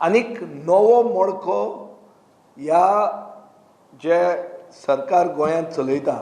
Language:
Konkani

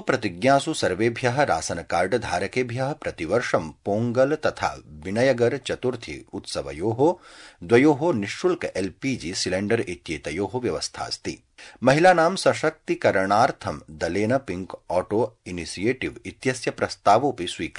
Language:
Sanskrit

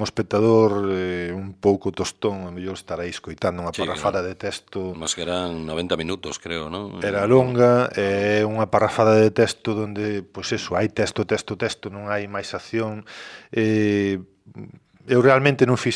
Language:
Galician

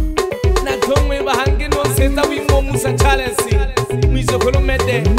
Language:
Swahili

